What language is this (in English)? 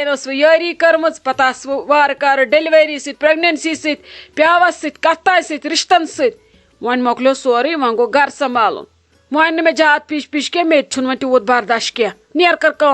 Kashmiri